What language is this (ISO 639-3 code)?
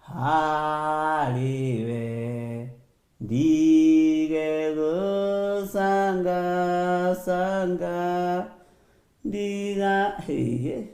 kik